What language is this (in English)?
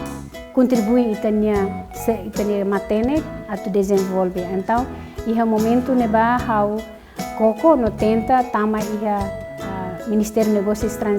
Tetum